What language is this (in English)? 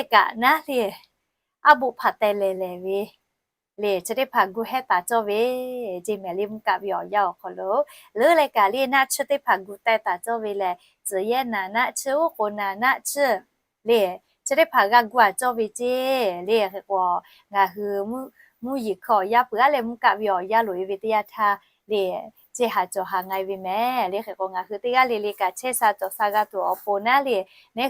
Lahu